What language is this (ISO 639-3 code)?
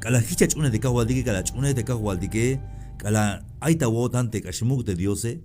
tzh